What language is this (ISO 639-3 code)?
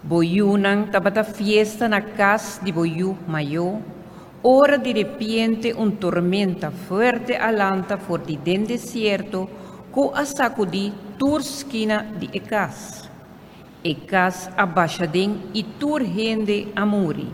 pap